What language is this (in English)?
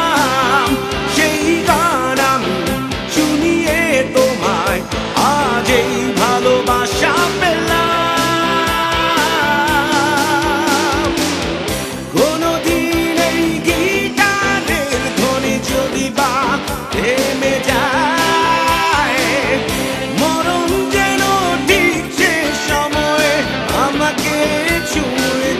Bangla